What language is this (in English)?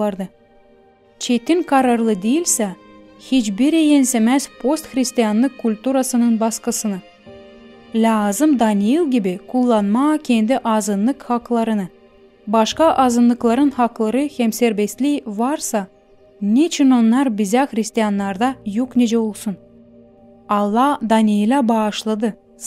Gagauz